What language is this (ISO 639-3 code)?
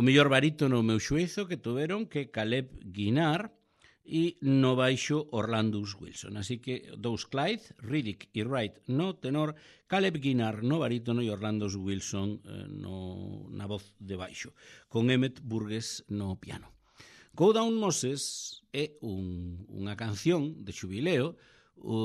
glg